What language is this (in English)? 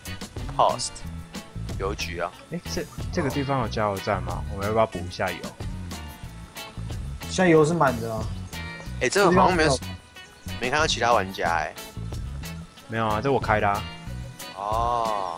Chinese